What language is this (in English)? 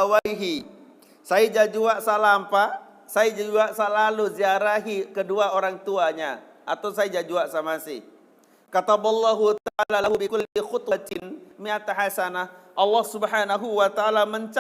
Sasak